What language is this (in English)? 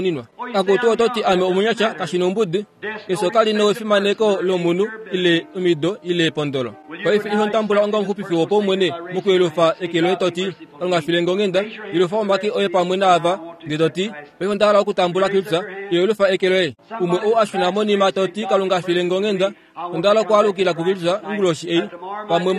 Kuanyama